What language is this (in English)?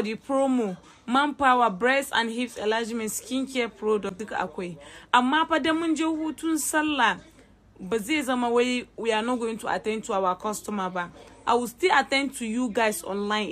Hausa